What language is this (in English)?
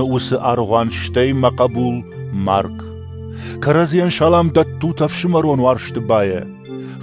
Ossetic